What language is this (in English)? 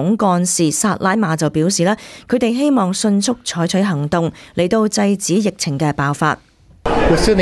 Cantonese